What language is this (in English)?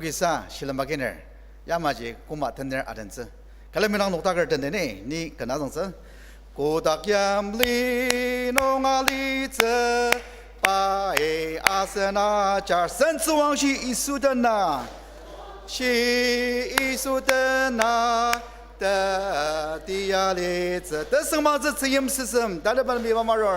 Ao Naga